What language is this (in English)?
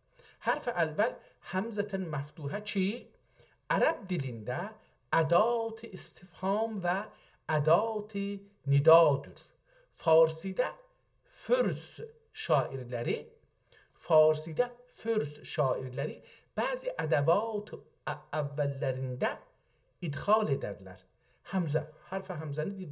South Azerbaijani